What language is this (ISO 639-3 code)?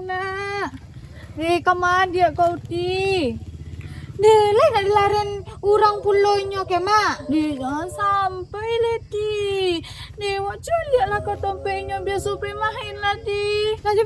min